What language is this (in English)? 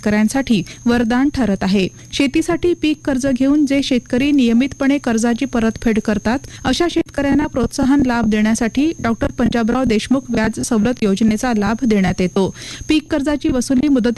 Marathi